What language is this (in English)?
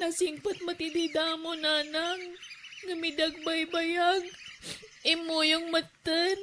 Iloko